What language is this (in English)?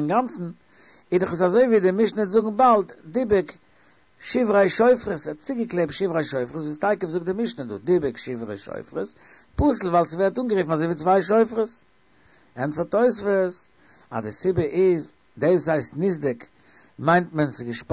Yiddish